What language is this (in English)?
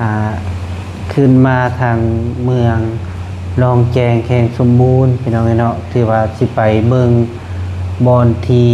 Lao